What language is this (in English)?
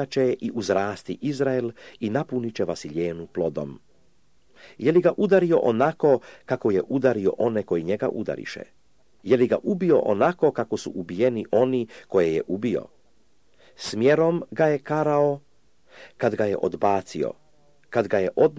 Serbian